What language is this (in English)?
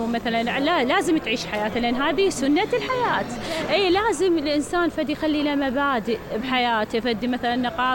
Mesopotamian Arabic